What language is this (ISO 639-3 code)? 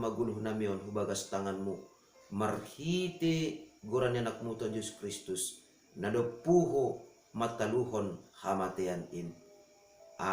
bts